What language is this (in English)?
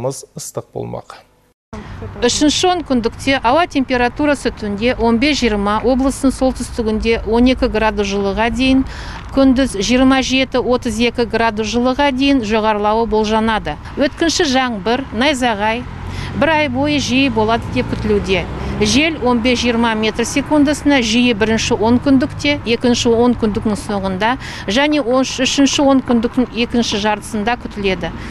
Kazakh